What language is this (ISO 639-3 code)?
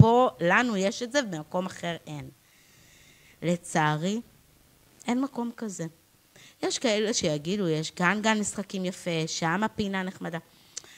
heb